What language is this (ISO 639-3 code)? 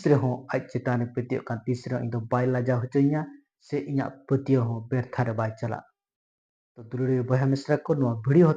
sat